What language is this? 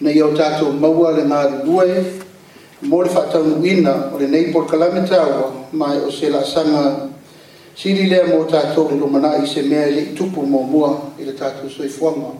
Samoan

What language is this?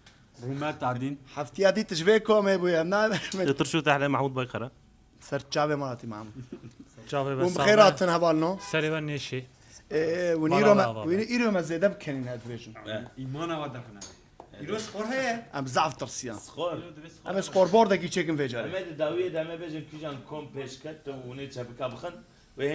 Kurdish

